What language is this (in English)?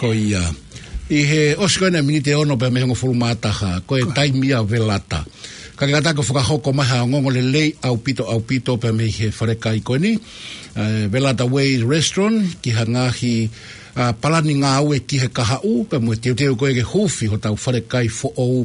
Tongan